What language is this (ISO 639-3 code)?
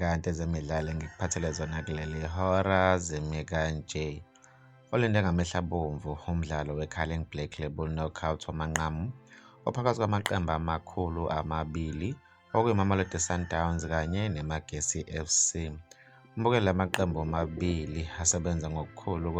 zul